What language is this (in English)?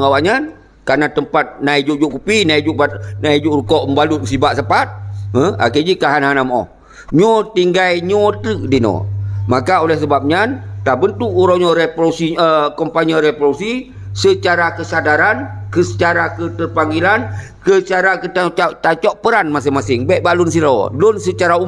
Achinese